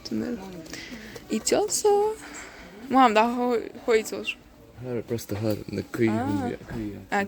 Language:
Chechen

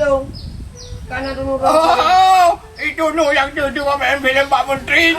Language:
Achinese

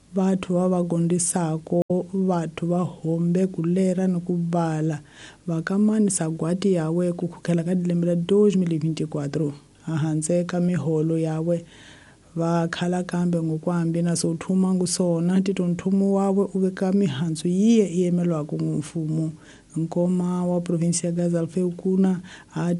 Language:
Tsonga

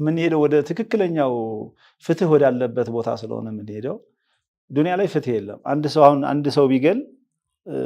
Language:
Amharic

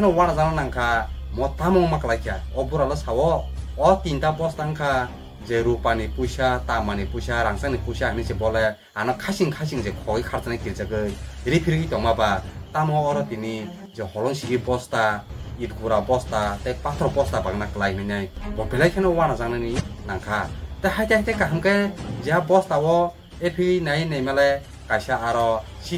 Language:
Kok Borok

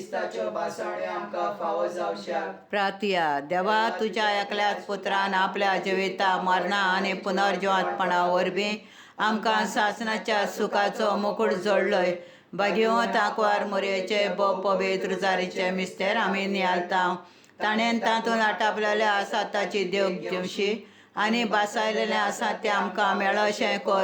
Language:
Konkani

